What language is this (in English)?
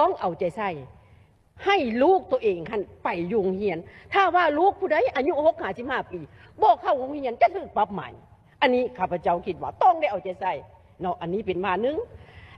Lao